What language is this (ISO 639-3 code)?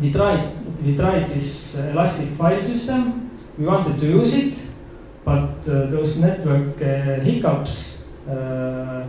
eng